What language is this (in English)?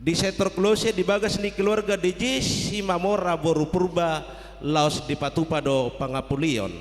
Batak Toba